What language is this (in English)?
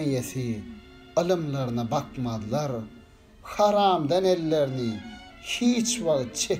Turkmen